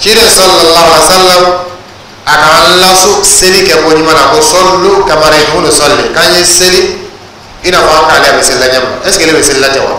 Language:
Dyula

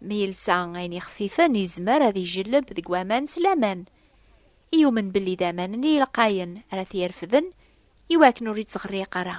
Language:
Kabyle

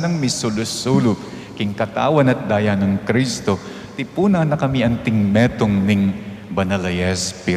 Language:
Pampanga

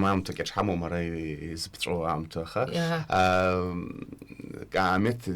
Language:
Abkhazian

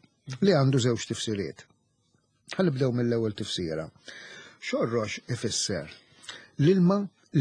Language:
Maltese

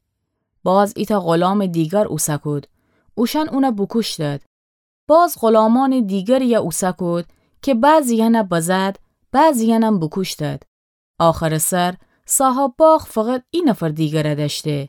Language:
Gilaki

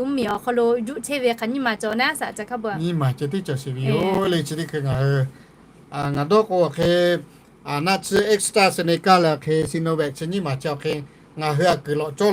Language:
Lahu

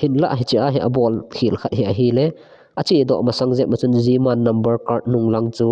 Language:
Thado Chin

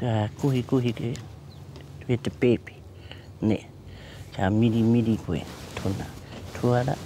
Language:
Māori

